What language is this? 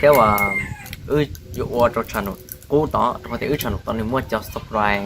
Hmong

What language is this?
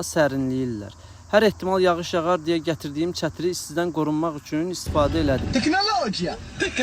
Azerbaijani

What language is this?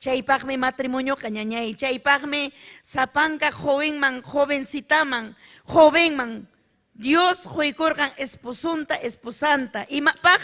Ayacucho Quechua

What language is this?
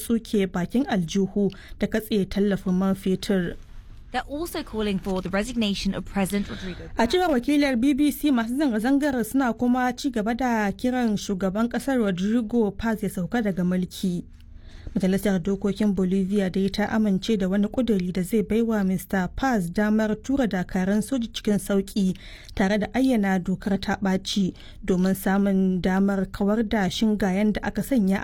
Hausa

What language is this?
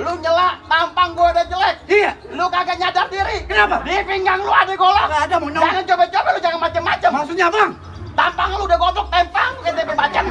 Betawi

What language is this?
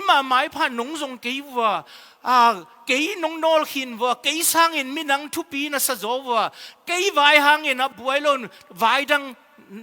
Tedim Chin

